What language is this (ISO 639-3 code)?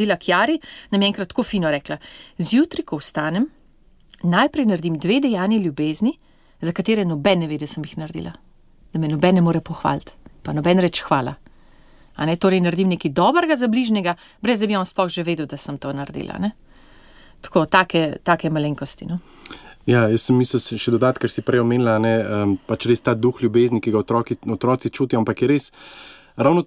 slv